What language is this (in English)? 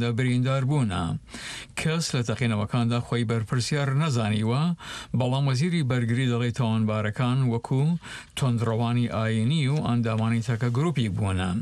Central Kurdish